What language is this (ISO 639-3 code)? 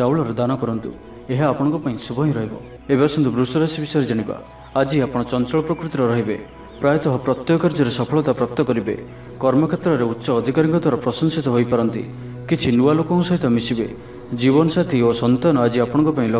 ori